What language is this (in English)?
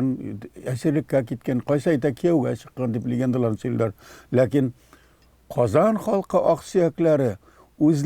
Tatar